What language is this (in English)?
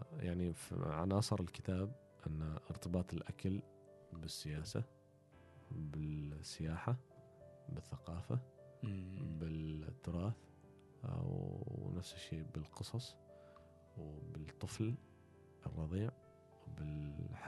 Gulf Arabic